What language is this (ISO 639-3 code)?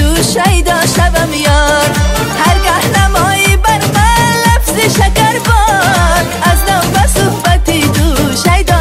fas